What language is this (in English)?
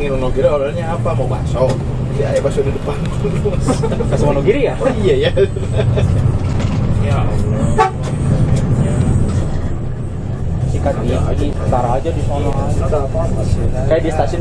Indonesian